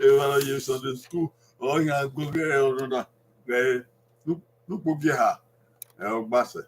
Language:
Bini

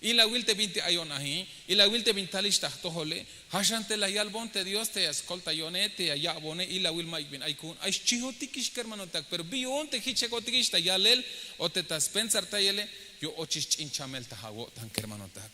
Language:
Tzeltal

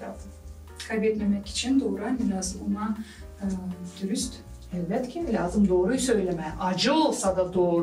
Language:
Gagauz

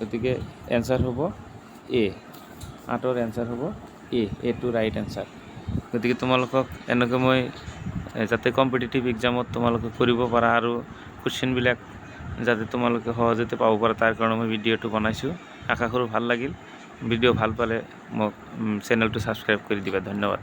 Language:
Assamese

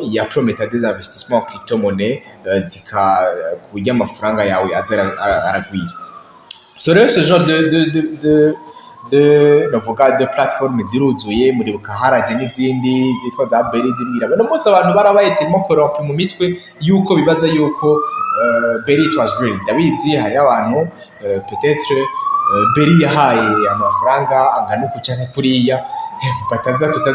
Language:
Rundi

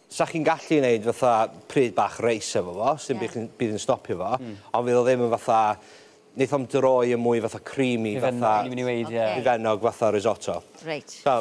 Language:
Welsh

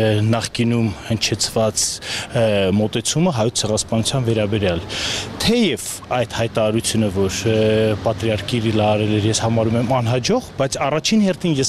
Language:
Armenian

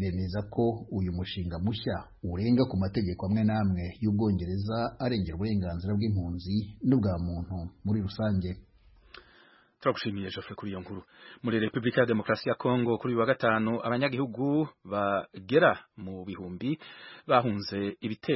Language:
Kinyarwanda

